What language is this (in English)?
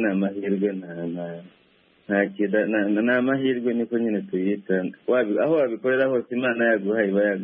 Kinyarwanda